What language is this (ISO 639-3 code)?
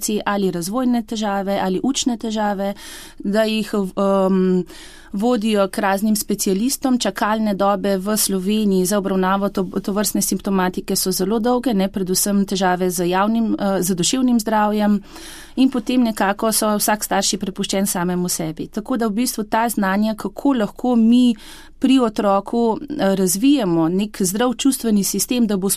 slv